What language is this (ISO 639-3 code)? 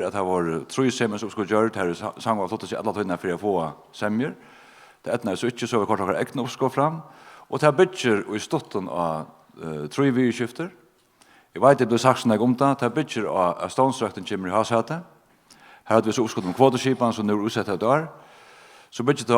fao